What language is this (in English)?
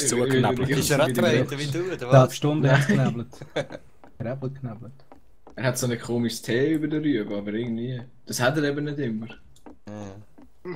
Swiss German